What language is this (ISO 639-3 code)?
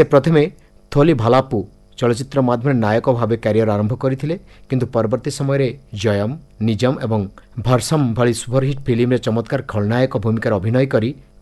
ori